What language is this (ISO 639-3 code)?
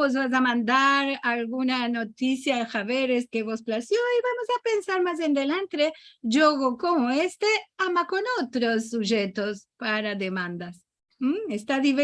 lad